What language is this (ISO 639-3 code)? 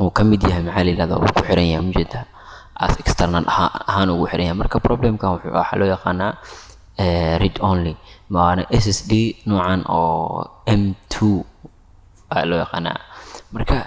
som